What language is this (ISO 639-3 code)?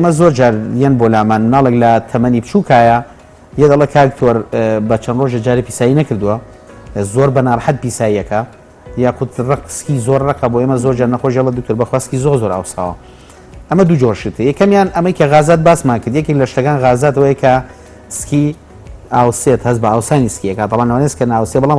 ckb